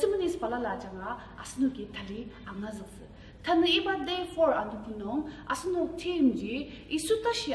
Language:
Ao Naga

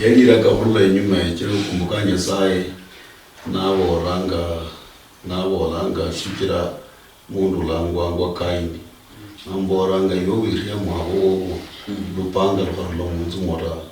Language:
Luyia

